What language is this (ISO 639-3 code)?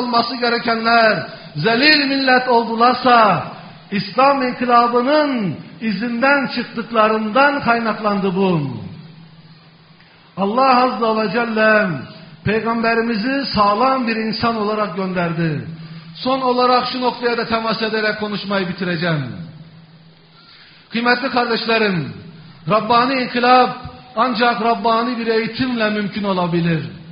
tur